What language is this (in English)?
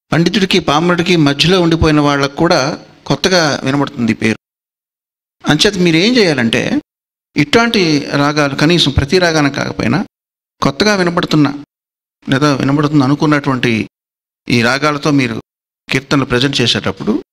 Telugu